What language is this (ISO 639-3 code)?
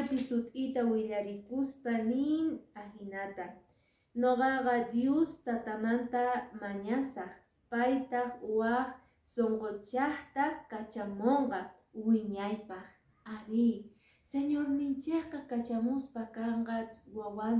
que